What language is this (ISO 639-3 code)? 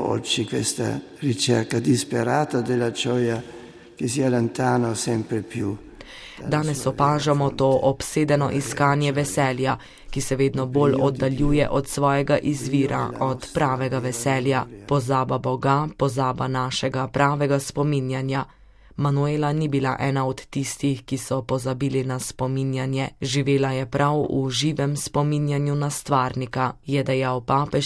slv